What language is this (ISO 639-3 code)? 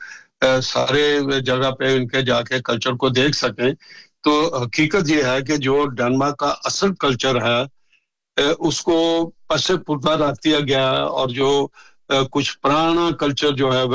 urd